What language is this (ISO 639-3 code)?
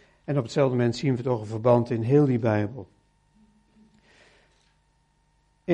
nld